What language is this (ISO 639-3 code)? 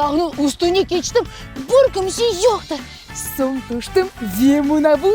crh